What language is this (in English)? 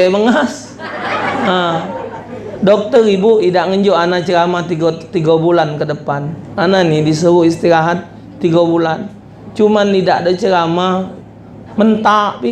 Musi